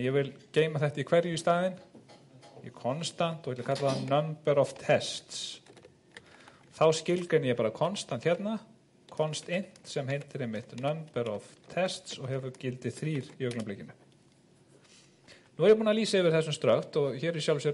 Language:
Icelandic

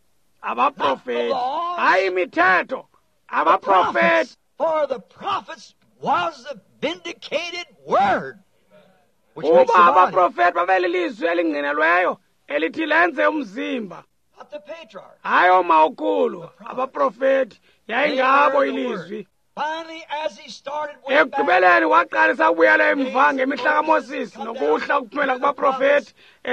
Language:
Xhosa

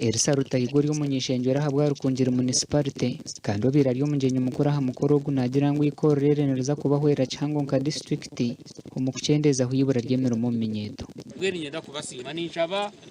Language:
Nyankole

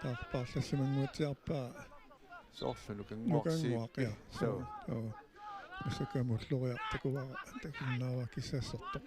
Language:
Kalaallisut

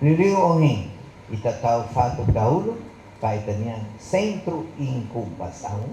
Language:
Tetum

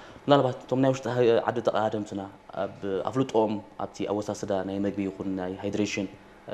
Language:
Tigrinya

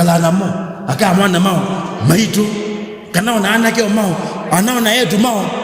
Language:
Kamba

